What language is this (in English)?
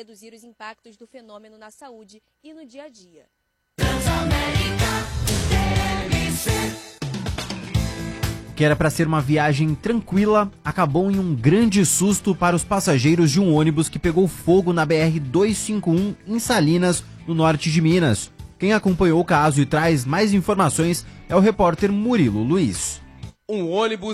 Portuguese